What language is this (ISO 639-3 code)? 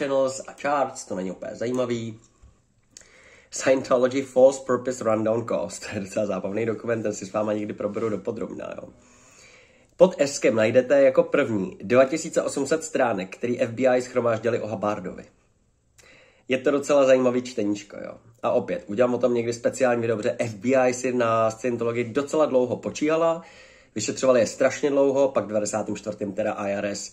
ces